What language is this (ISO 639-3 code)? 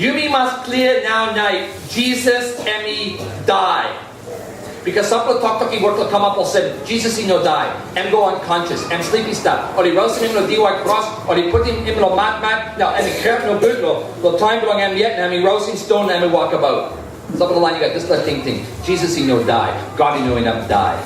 tpi